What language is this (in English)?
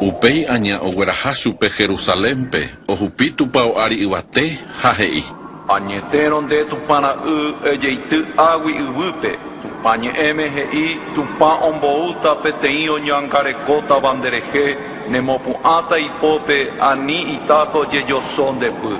Guarani